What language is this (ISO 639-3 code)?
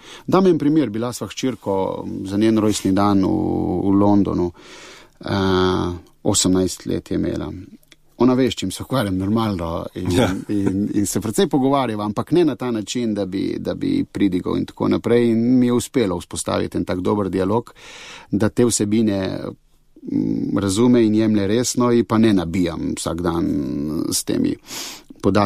slv